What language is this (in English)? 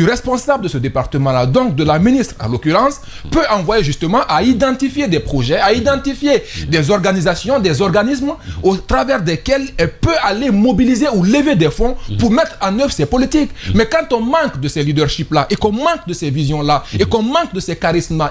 French